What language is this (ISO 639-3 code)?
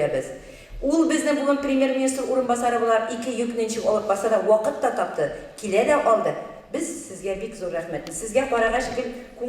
tat